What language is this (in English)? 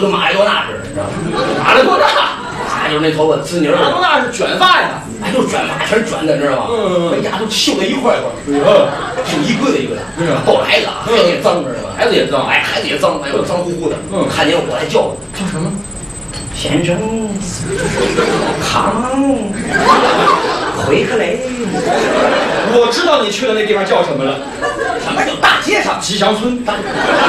Chinese